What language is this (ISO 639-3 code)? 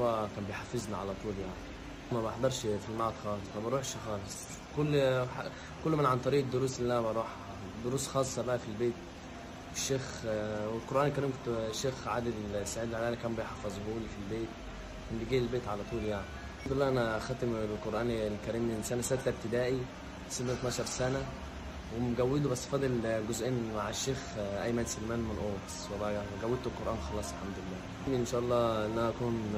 arz